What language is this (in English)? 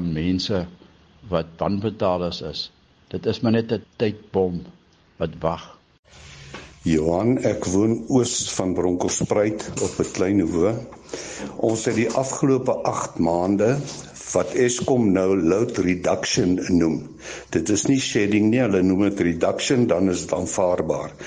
Afrikaans